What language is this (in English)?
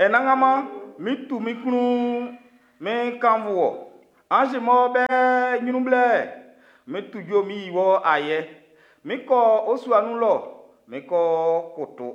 Baoulé